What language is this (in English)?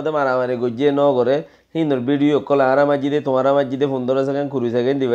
Rohingya